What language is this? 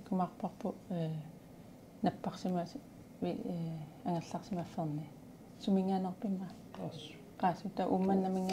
Kalaallisut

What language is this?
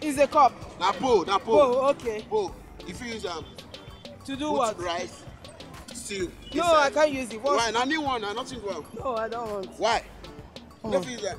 Nigerian Pidgin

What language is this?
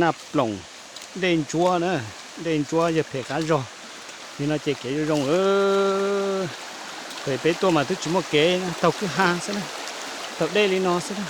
Hmong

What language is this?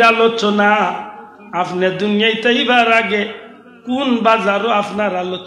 Sylheti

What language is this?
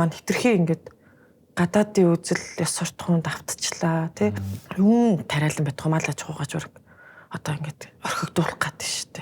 Mongolian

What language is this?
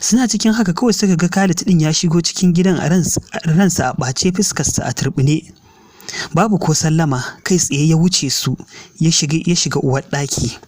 Hausa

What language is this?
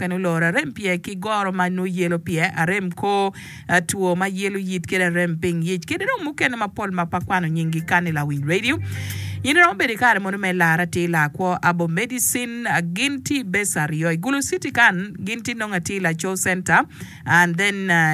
Acoli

